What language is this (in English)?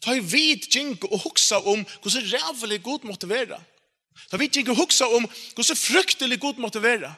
Faroese